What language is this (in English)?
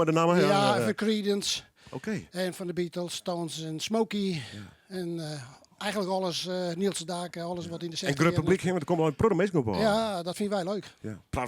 Western Frisian